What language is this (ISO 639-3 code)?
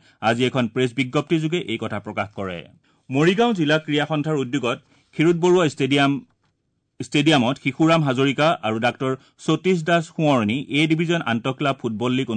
asm